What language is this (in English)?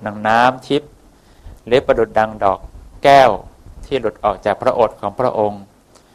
Thai